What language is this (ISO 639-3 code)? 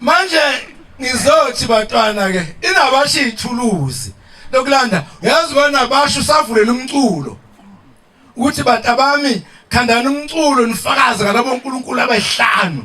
zul